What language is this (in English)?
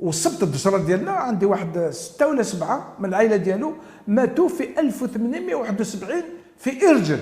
Algerian Arabic